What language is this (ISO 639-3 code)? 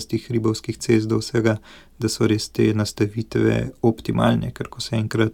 slv